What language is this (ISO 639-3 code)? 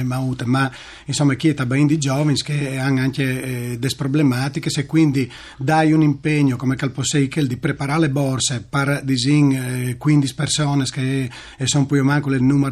fur